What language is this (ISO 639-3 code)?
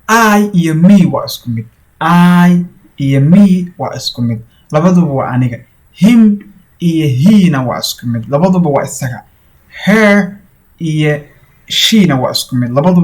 som